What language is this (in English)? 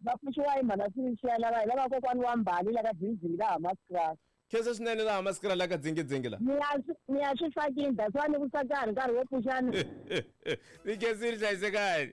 Tsonga